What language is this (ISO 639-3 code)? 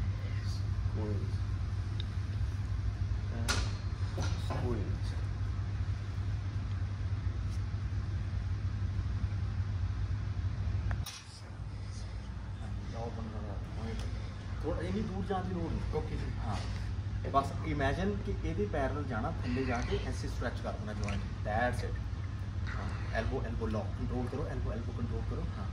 pan